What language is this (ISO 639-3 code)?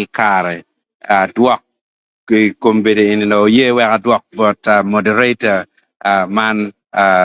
ach